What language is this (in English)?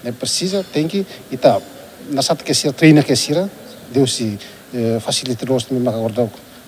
Tetum